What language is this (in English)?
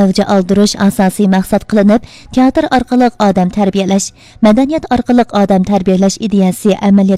Uyghur